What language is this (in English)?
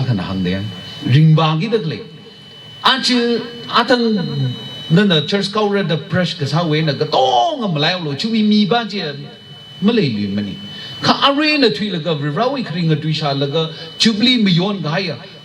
Tangkhul Naga (India)